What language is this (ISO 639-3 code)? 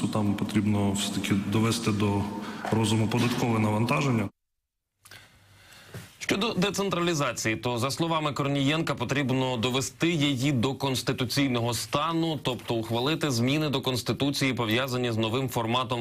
ukr